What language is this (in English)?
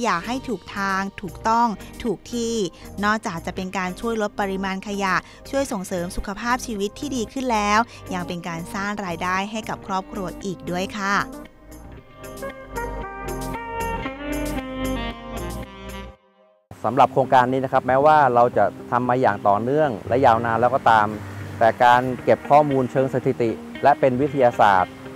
Thai